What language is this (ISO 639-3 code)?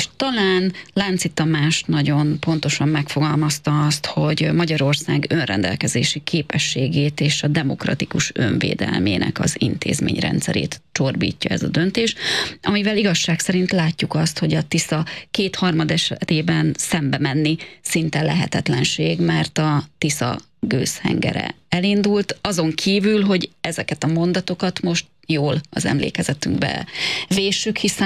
hun